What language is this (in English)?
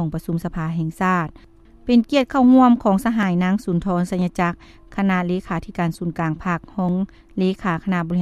Lao